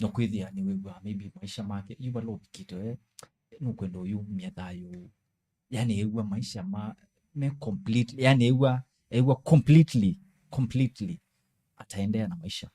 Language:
Kamba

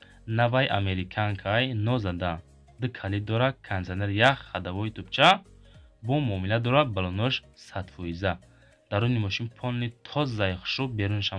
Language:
Tajik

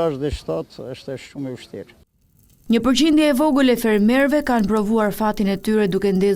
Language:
Albanian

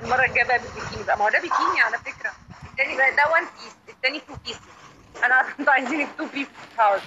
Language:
Egyptian Arabic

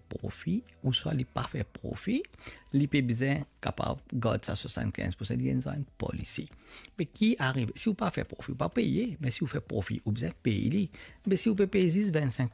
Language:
Morisyen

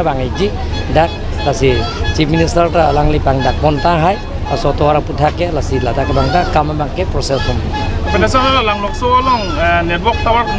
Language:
Karbi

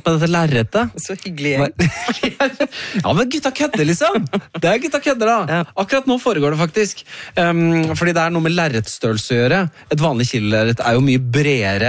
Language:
Norwegian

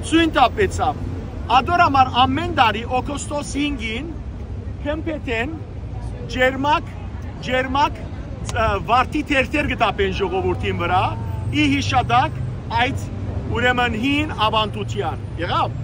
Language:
Western Armenian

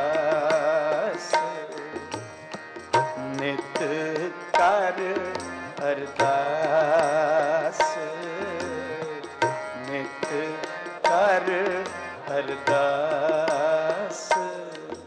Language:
Punjabi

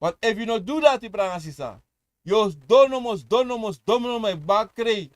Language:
Sranan Tongo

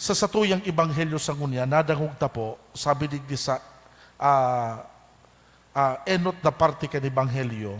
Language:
Bikol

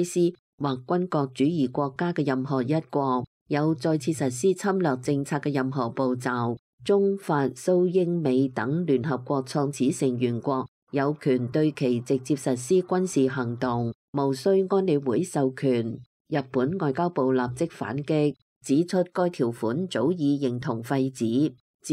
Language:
Cantonese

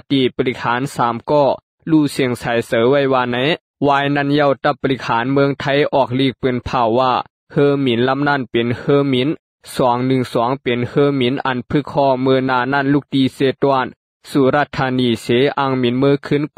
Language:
Shan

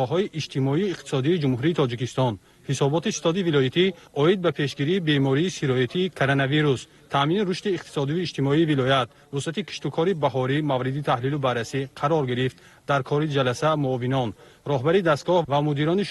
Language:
Tajik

